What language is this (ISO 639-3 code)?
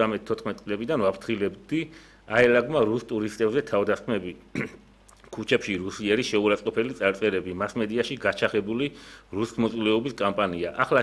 kat